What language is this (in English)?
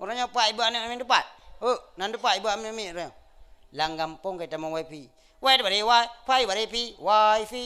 Achinese